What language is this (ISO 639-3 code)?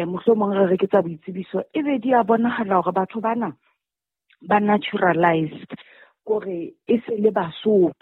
sot